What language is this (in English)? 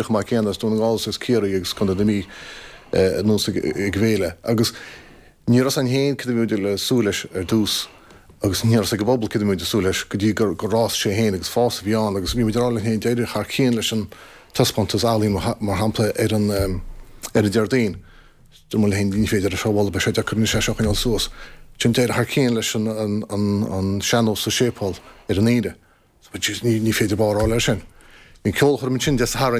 Irish